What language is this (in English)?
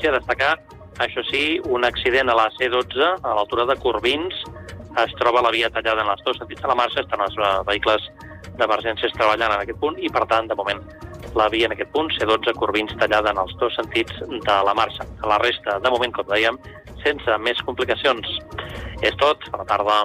Catalan